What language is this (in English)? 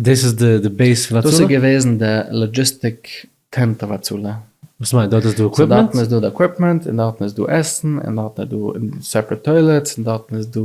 Yiddish